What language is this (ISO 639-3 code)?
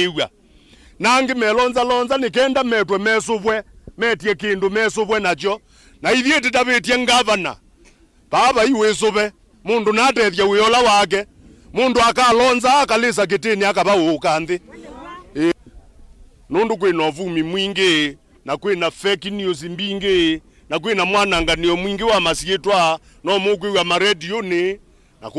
kam